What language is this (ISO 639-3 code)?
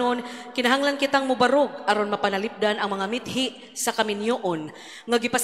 ceb